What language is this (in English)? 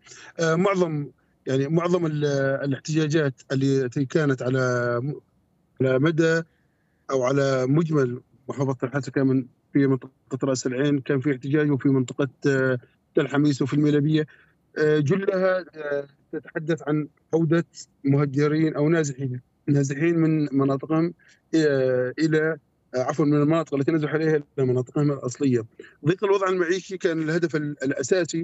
Arabic